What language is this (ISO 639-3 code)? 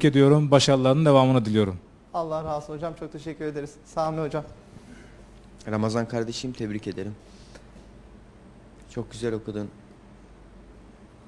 tur